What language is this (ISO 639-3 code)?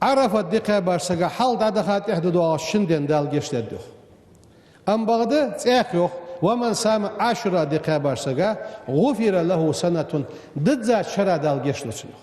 inh